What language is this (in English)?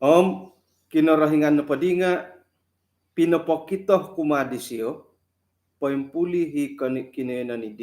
Central Dusun